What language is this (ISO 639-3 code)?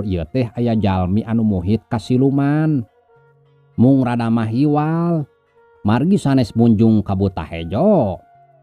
sun